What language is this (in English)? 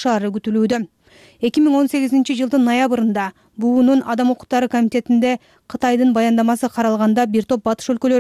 Kyrgyz